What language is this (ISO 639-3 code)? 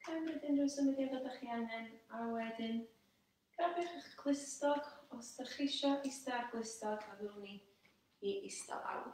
cym